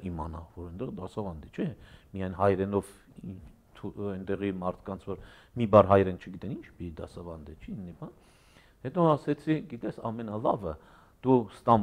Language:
Armenian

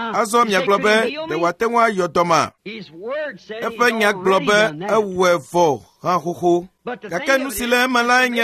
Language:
Ewe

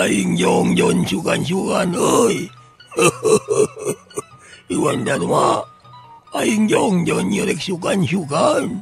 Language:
Sundanese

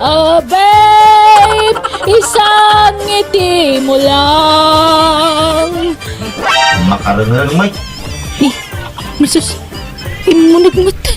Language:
Iloko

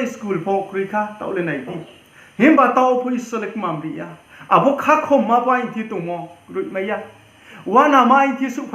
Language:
Riang (India)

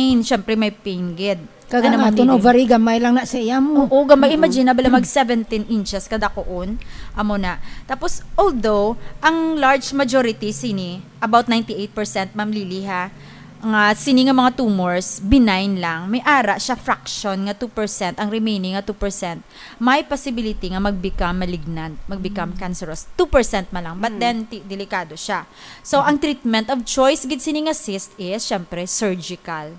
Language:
Hiligaynon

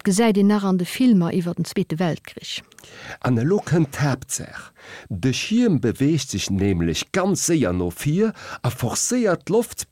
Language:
Luxembourgish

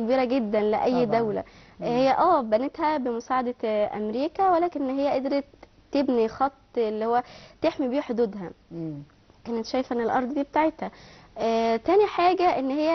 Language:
Egyptian Arabic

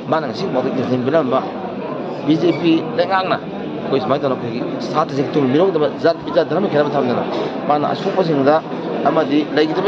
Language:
Manipuri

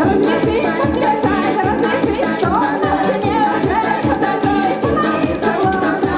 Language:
Chuvash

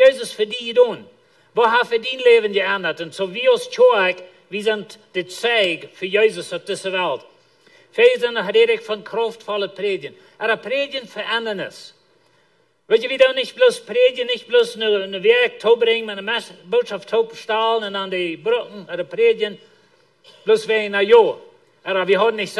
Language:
Plautdietsch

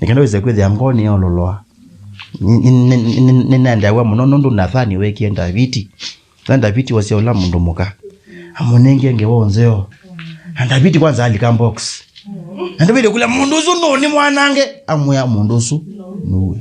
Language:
Kamba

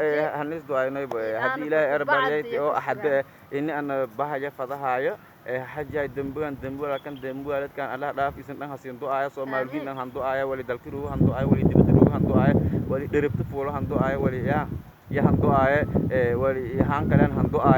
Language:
Somali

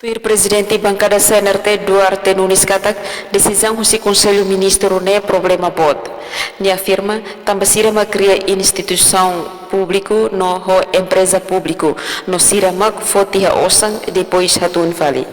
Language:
Tetum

